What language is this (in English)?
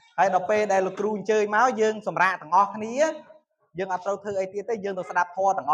Khmer